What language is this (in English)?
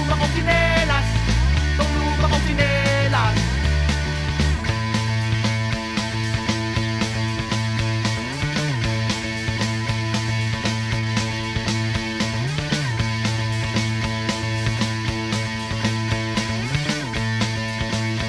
Filipino